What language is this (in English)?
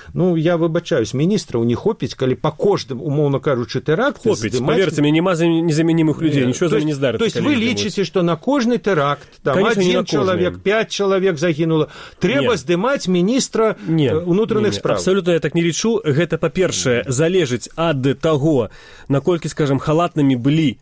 Belarusian